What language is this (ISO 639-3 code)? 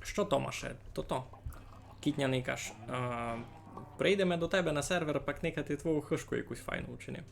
rue